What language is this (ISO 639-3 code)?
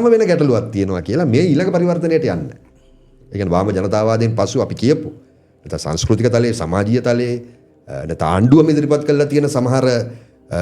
sin